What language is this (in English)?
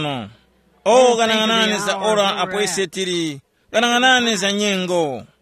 Tumbuka